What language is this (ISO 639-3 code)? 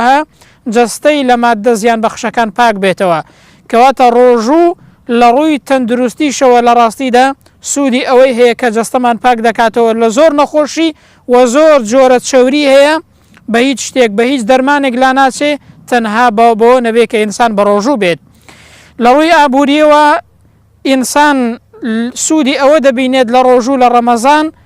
ckb